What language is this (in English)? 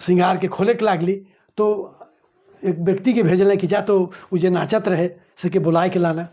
Sadri